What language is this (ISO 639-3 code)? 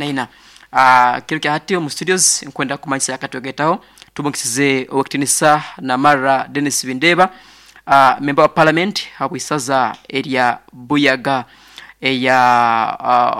nyn